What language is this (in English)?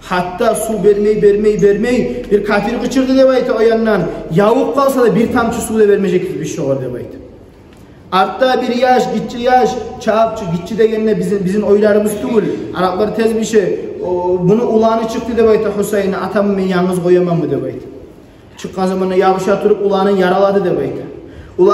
Kumyk